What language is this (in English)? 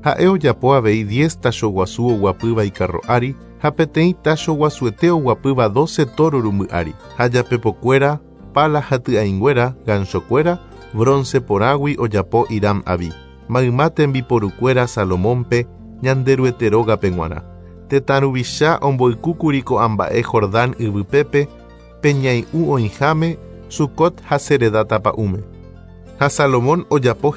Guarani